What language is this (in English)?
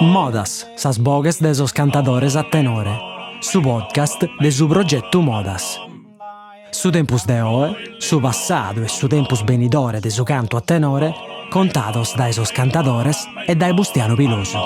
Sardinian